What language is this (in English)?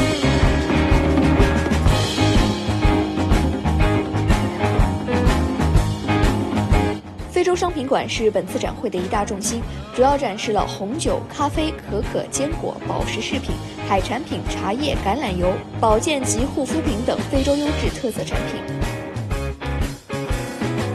Chinese